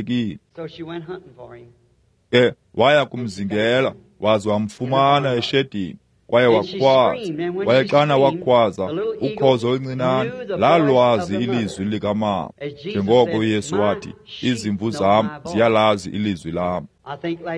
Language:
Xhosa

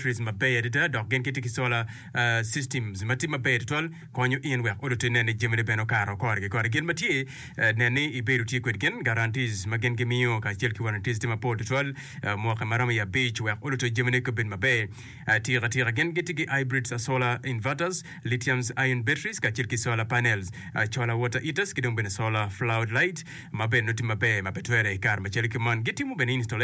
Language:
Acoli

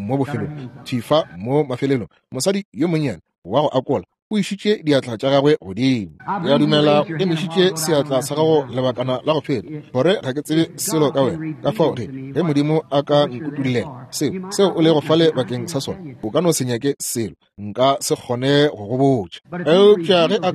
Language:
Northern Sotho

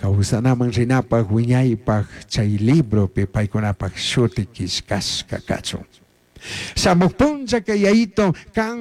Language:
Chimborazo Highland Quichua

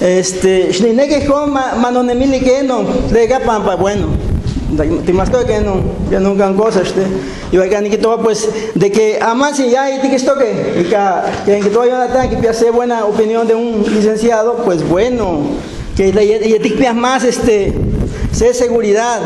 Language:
Guerrero Nahuatl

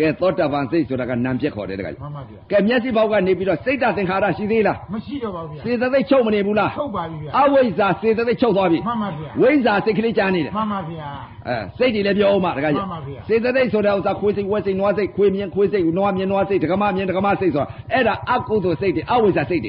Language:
Burmese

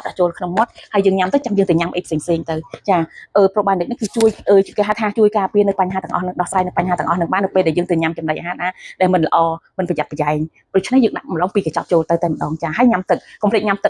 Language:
Khmer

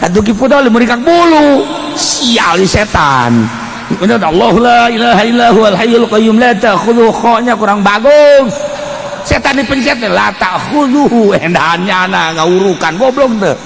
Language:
Sundanese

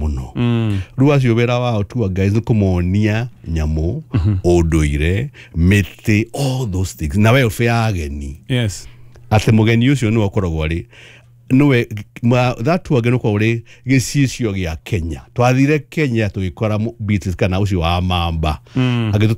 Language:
Kikuyu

